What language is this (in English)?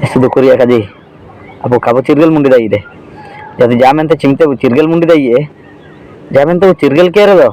Ho